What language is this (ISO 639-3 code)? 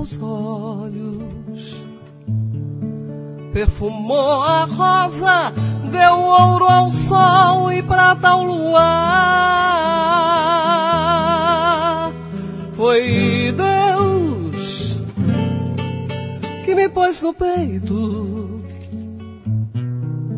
por